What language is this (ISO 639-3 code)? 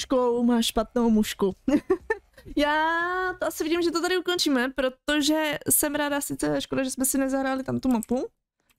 ces